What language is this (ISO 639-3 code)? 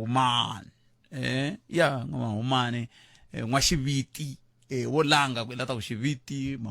tso